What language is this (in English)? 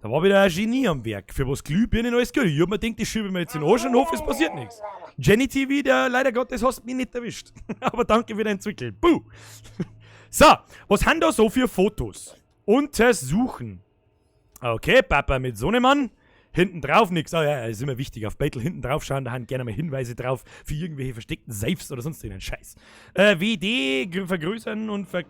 Bavarian